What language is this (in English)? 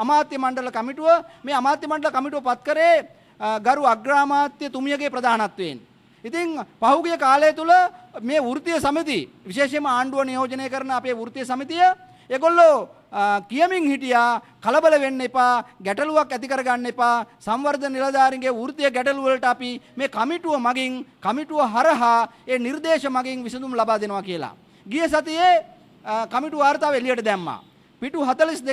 Sinhala